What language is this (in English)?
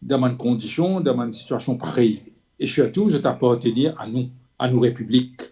Morisyen